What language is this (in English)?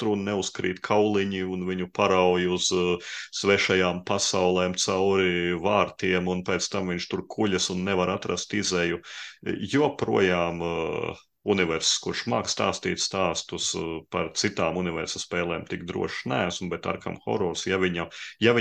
Latvian